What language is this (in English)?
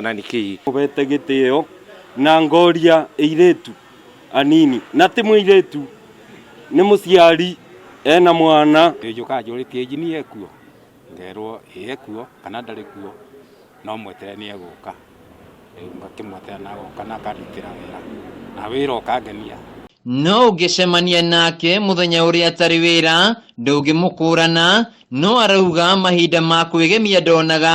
Kikuyu